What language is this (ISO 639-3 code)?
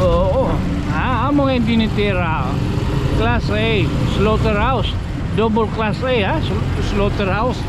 war